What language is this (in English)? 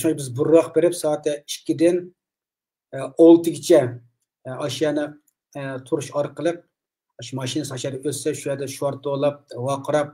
Uyghur